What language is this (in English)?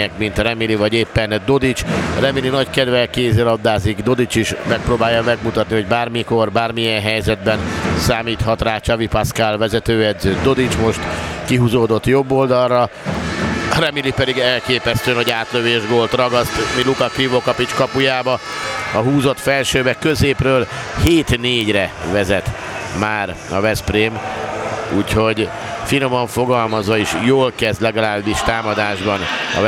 Hungarian